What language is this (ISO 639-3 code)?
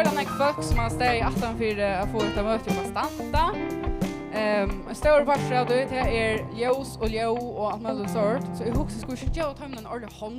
fao